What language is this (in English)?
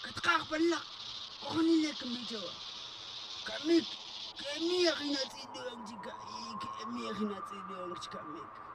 Tz'utujil